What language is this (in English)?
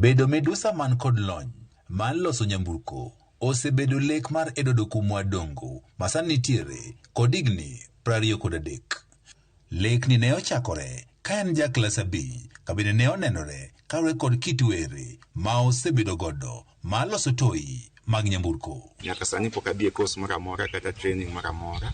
Luo (Kenya and Tanzania)